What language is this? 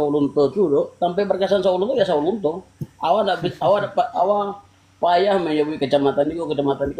Minangkabau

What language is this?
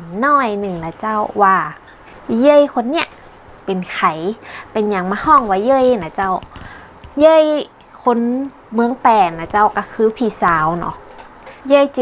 Northern Thai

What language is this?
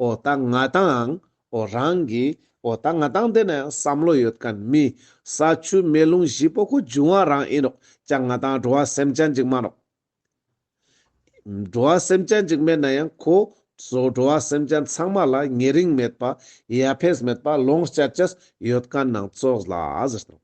Ladakhi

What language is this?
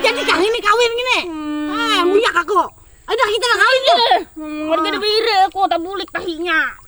Banjar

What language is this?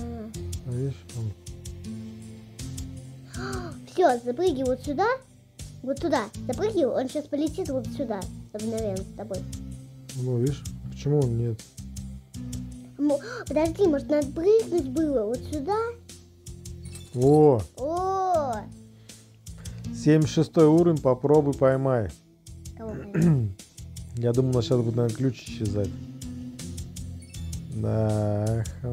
Russian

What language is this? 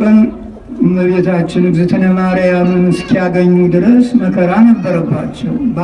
Amharic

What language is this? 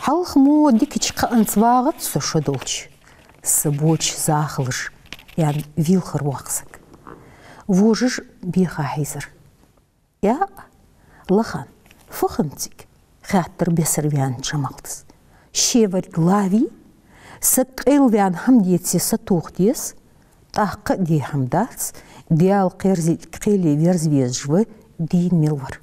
Ingush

